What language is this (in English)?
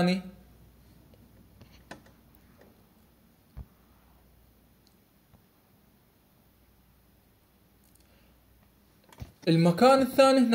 Arabic